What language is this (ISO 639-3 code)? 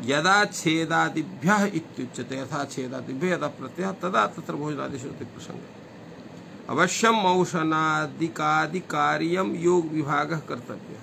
san